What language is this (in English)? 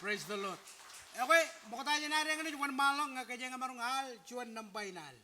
Marshallese